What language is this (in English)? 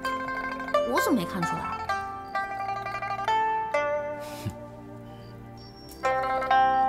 Chinese